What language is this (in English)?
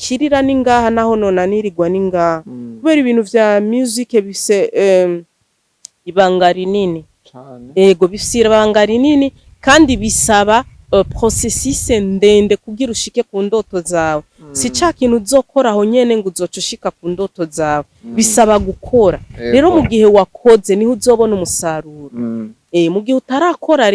Rundi